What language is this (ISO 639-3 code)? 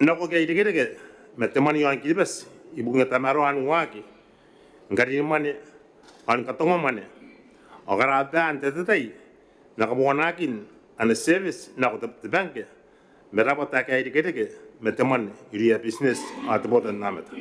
gil